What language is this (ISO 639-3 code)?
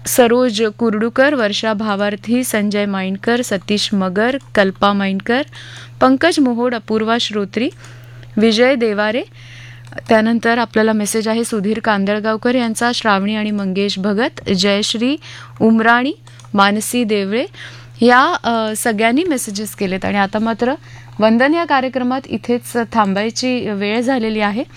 mar